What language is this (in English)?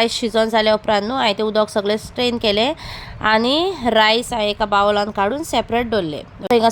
Konkani